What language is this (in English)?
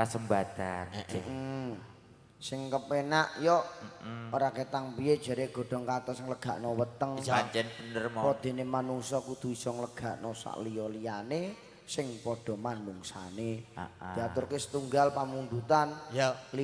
Javanese